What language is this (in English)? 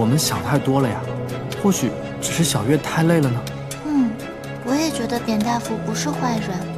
Chinese